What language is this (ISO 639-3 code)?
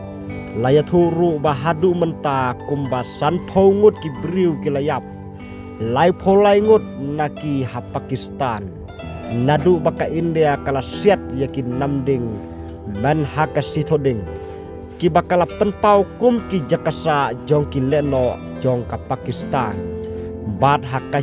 kha